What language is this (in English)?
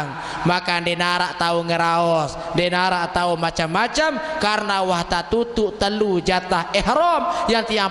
Sasak